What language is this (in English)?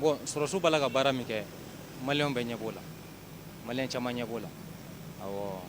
Bambara